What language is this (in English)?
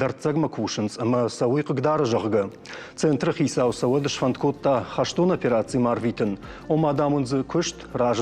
Ossetic